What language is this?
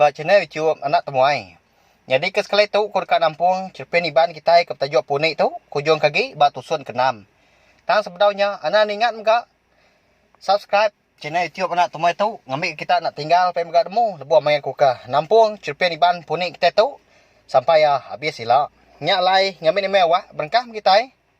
Iban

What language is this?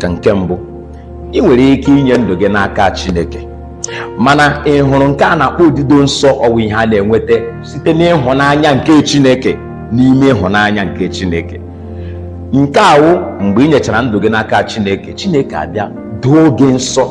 Igbo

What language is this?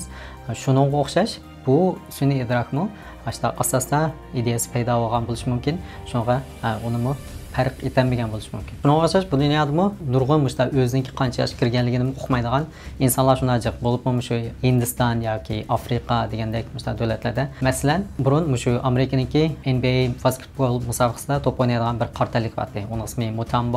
Uyghur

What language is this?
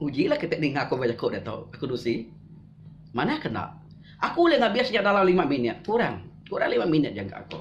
Iban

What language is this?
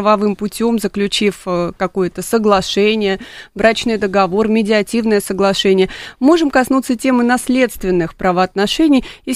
Russian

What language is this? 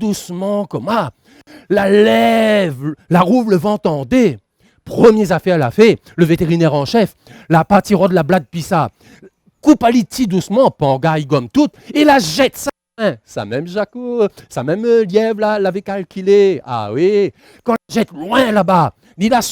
Réunion Creole French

